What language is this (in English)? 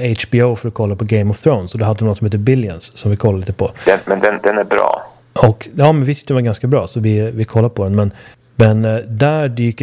Swedish